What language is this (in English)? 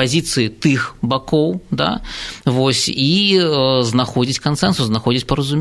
Belarusian